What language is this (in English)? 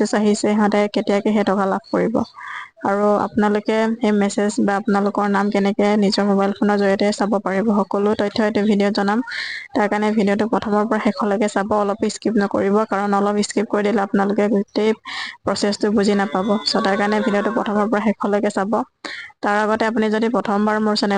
Assamese